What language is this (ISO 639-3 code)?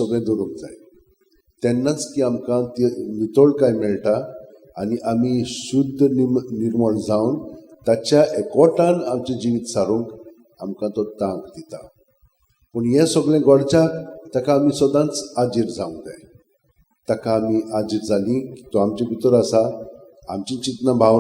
kok